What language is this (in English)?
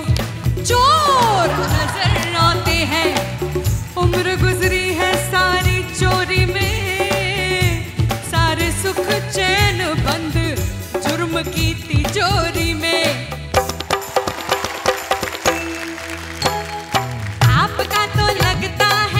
Hindi